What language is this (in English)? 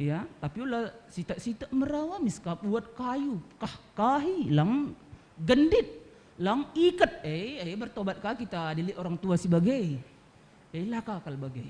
Batak Karo